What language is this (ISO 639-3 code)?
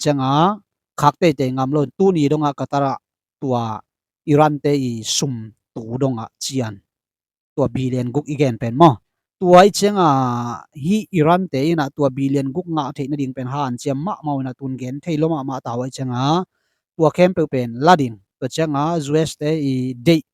ctd